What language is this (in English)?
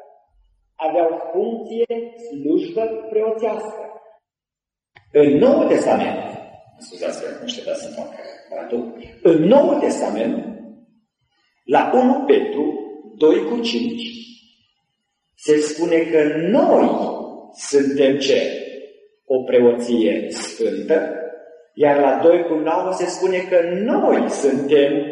Romanian